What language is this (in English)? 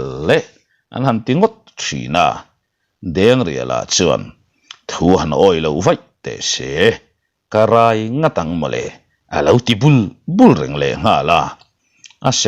Mizo